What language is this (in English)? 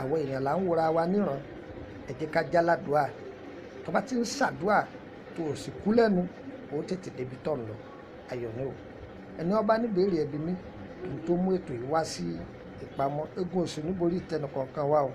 Yoruba